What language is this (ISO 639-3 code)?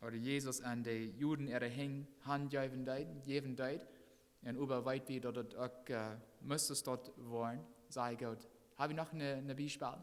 pdt